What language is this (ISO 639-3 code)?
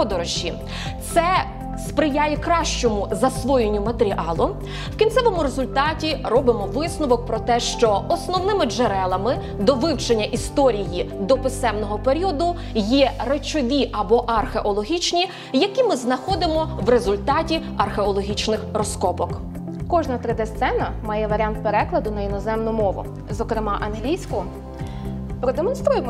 ukr